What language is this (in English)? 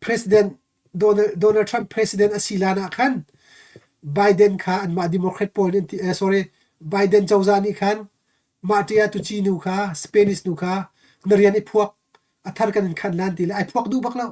Hakha Chin